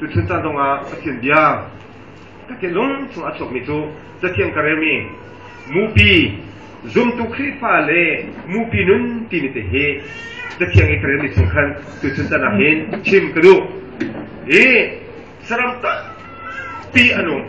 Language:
Hakha Chin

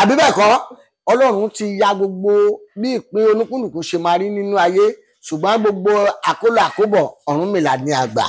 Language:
Yoruba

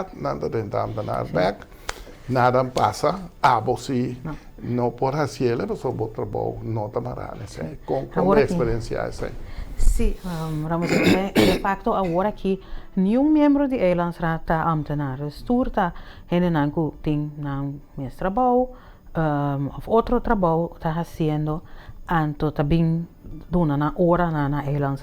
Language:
Papiamento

